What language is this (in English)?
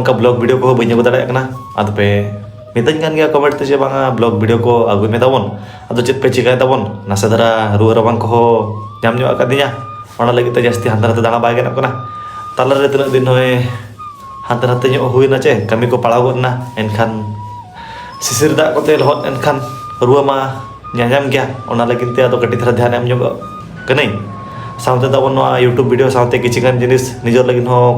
Santali